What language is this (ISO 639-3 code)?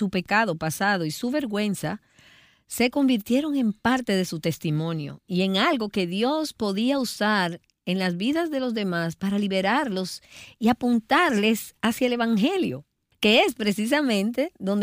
spa